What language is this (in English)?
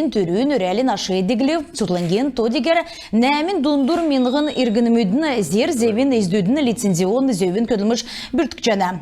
Kalmyk